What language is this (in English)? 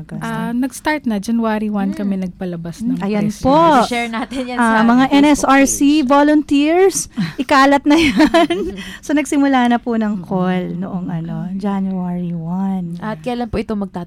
Filipino